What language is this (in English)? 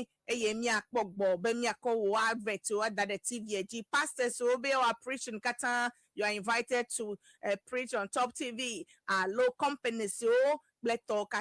Ewe